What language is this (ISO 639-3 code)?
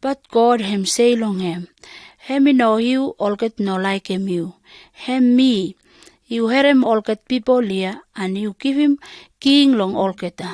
pis